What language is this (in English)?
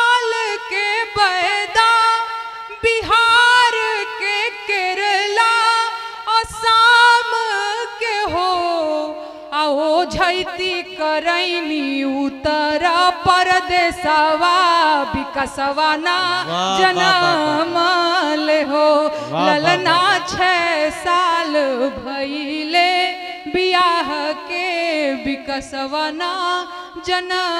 Bhojpuri